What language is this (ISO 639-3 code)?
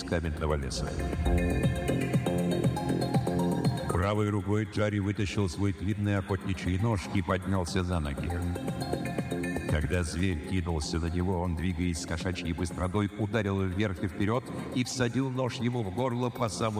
rus